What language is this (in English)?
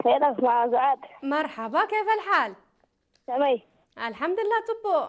Tigrinya